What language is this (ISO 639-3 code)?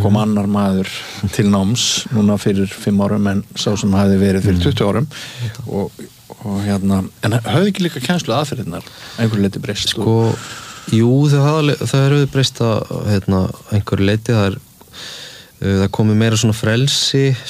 isl